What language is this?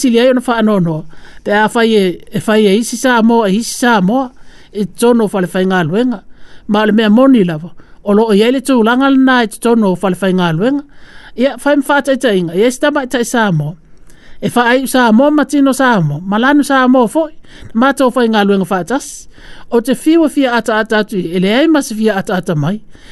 Samoan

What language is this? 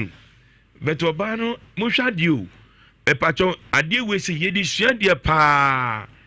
Akan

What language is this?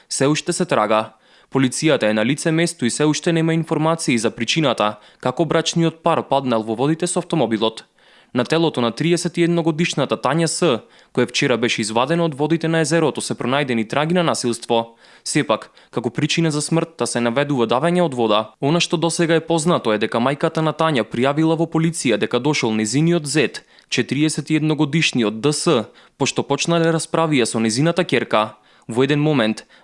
Macedonian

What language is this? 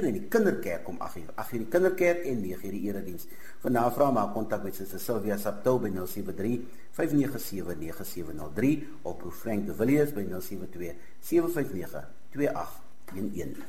Afrikaans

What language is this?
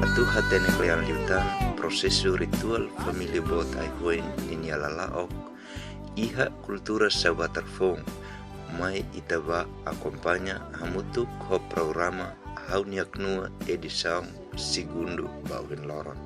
Tetum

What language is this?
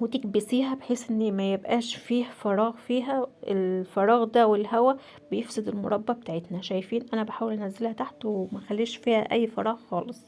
Egyptian Arabic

